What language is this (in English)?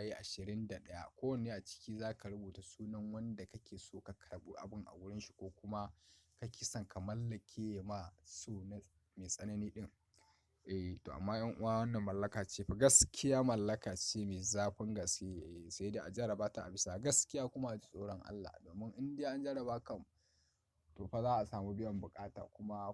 Hausa